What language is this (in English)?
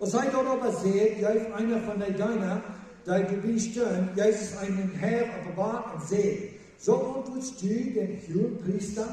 Plautdietsch